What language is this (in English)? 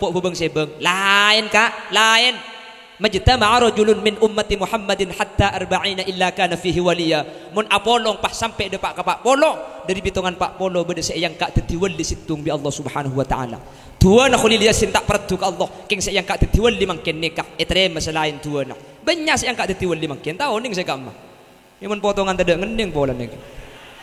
Madurese